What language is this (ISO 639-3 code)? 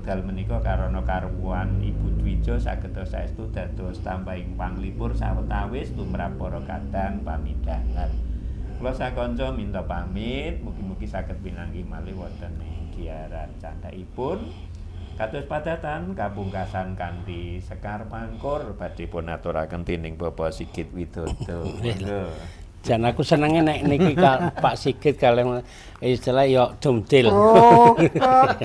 jav